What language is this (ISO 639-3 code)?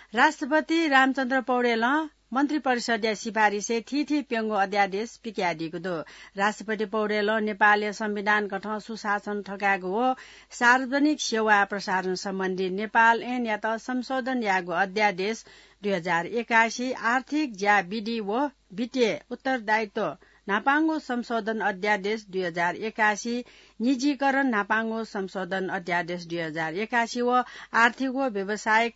new